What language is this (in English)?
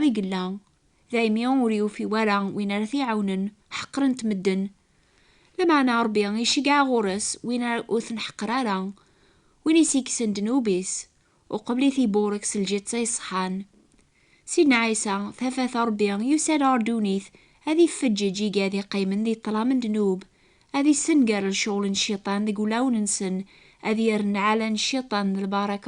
Kabyle